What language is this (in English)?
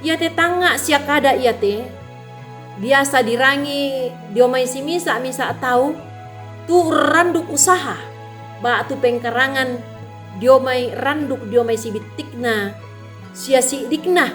Toraja-Sa'dan